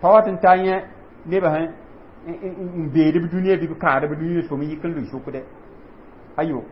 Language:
Mossi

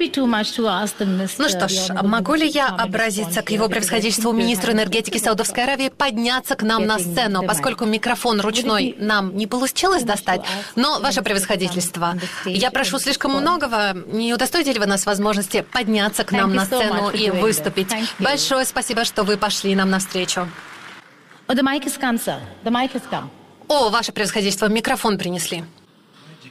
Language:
Russian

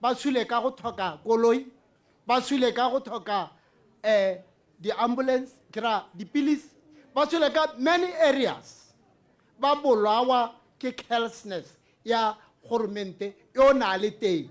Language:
Tswana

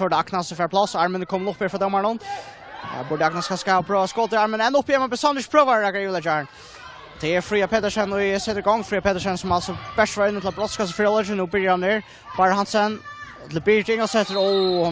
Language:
Faroese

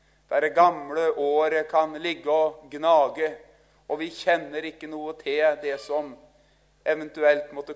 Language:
Norwegian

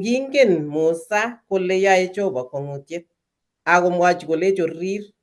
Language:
Kalenjin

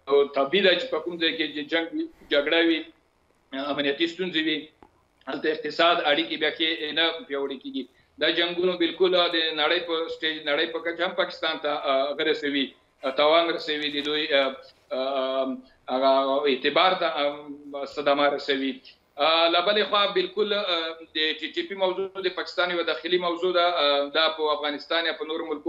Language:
Pashto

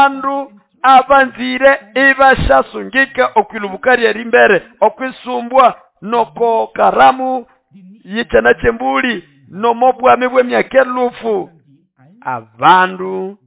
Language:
Nande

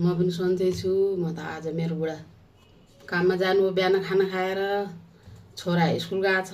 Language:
Nepali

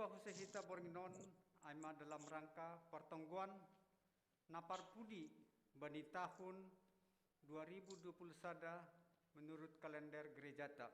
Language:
Batak Simalungun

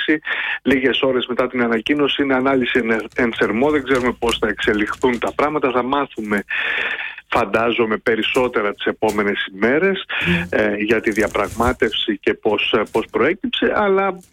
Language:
Greek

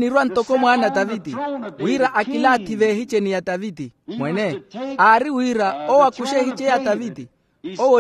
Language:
Makhuwa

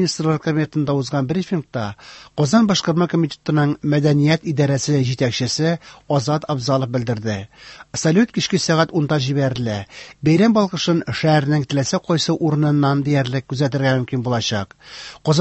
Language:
Tatar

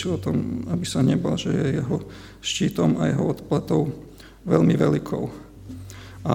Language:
Slovak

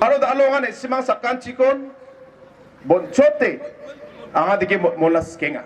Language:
Garo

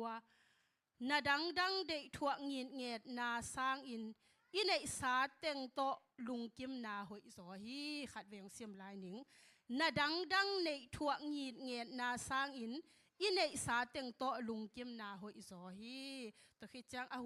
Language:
Tedim Chin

